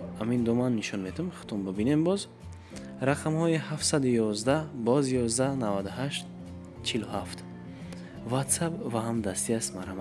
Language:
Tajik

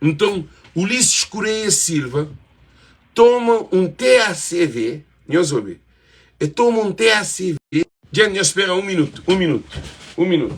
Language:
Kabuverdianu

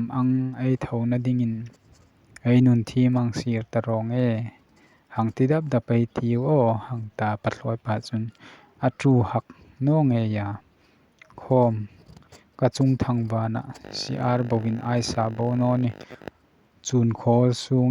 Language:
Hmar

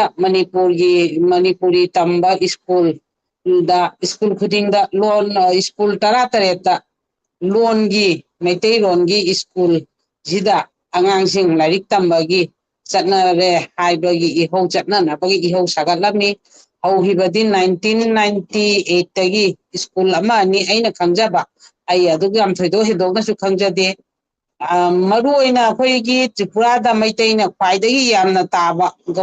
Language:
Manipuri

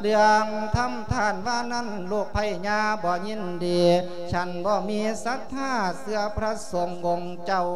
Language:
Lao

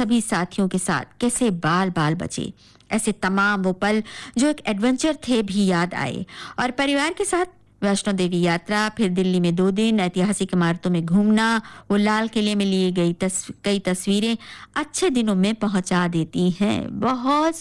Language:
Hindi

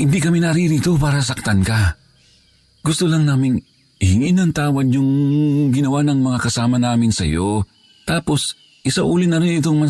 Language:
Filipino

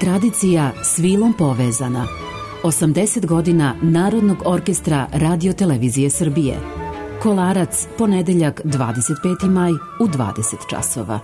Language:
Serbian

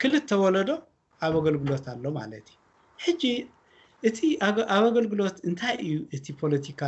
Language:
Tigrinya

